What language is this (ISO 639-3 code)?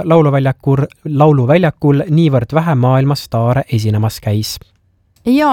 est